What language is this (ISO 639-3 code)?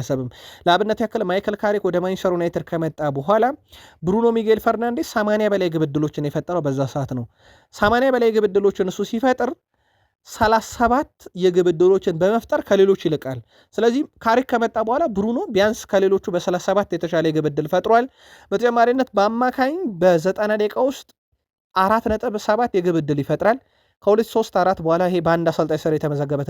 amh